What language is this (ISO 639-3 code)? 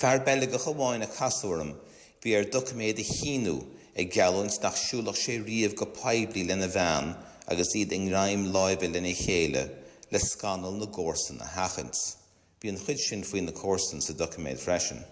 gle